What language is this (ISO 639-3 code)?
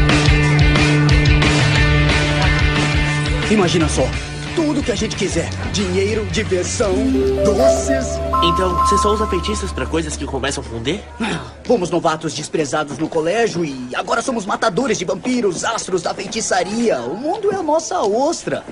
por